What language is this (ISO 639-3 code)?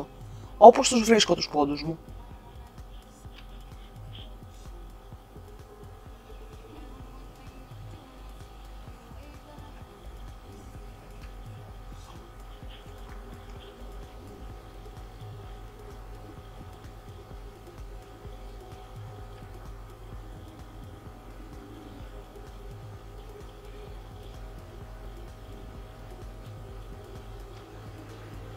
ell